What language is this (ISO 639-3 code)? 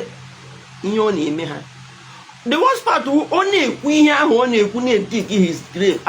ibo